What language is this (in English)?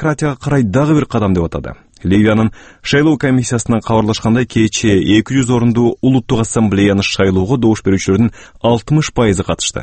Kyrgyz